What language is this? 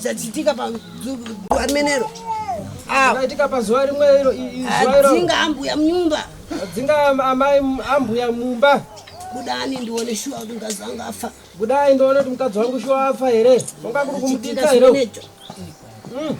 Shona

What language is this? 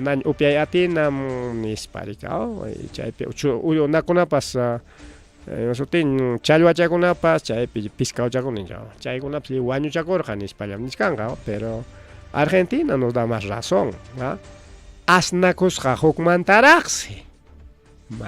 Ayacucho Quechua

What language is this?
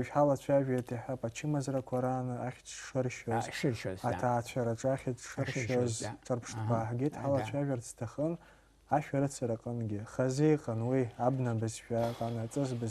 Abkhazian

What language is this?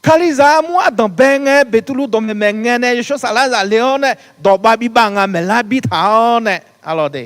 Akha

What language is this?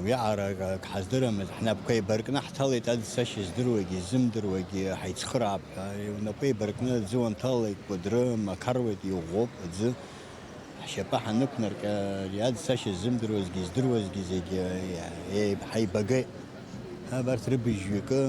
Abkhazian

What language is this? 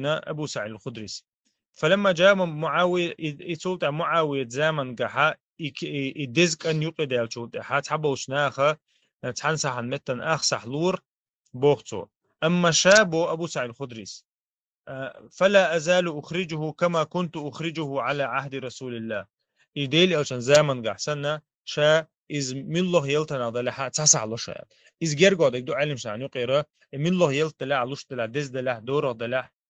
Chechen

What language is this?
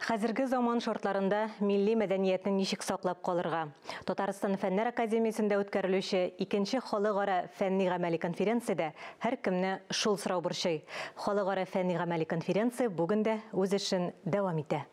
Tatar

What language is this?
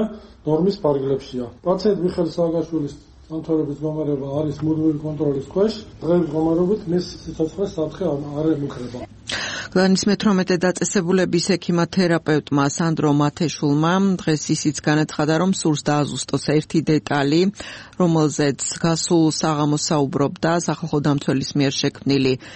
Georgian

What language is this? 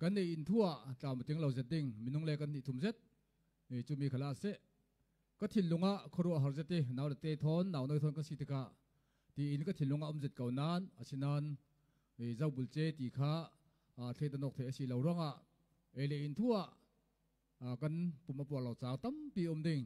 Falam Chin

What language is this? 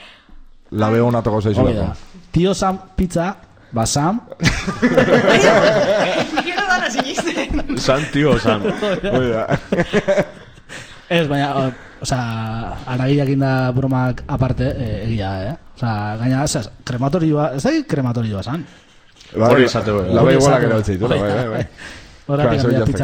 Basque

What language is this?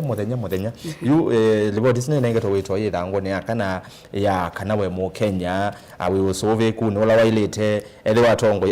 Kamba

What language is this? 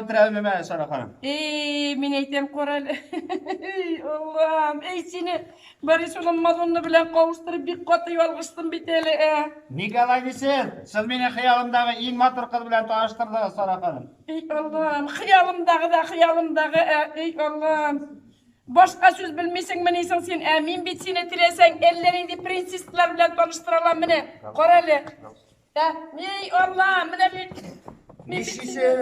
Tatar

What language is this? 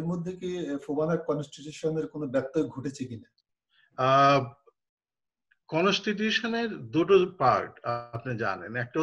Bangla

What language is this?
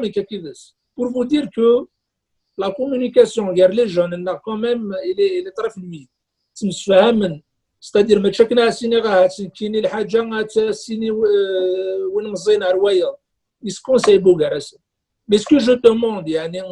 Kabyle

